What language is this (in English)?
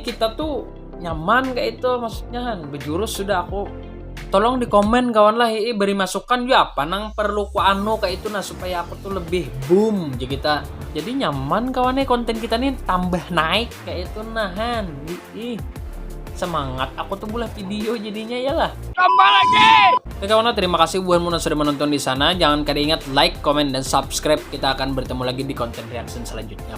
Banjar